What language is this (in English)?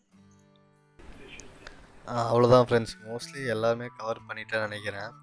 Tamil